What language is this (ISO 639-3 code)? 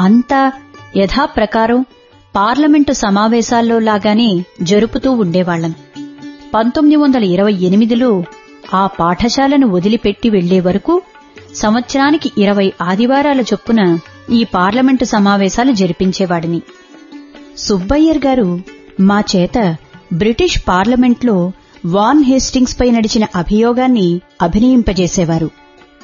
tel